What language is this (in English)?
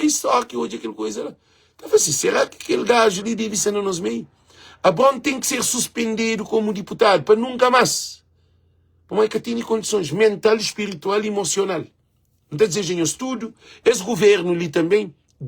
Kabuverdianu